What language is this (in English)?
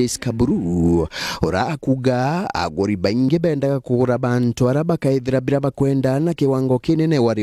Meru